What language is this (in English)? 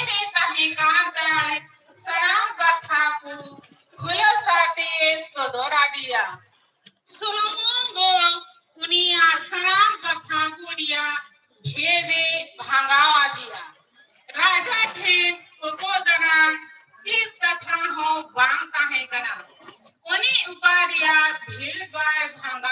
Santali